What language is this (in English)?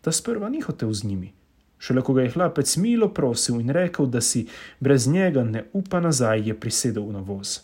Slovenian